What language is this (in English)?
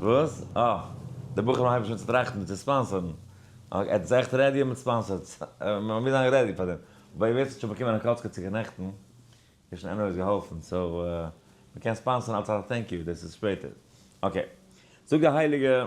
Yiddish